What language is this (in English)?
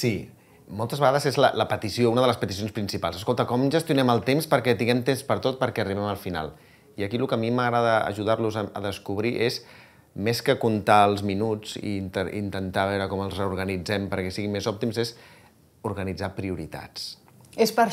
Catalan